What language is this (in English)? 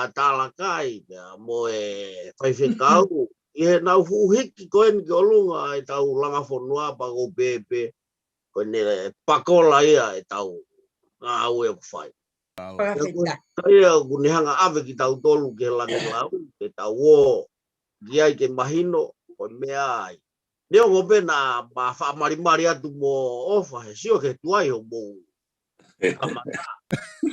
Tongan